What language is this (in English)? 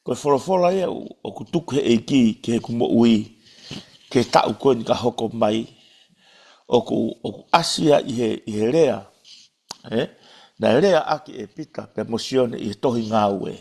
Tongan